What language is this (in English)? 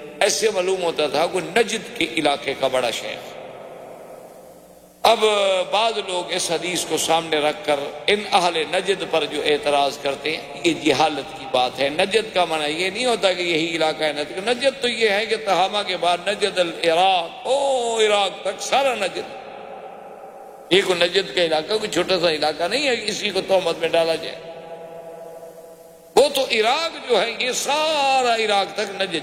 Urdu